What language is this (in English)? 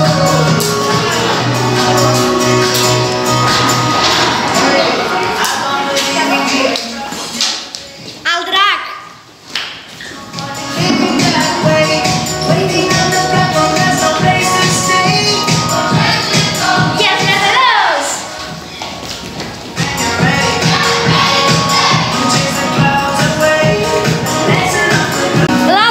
Catalan